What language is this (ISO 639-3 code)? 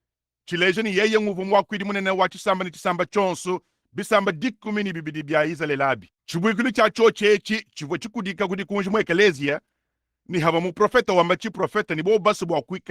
lua